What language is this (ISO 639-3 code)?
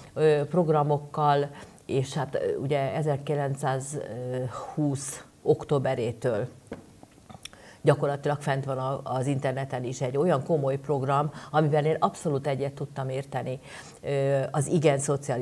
hun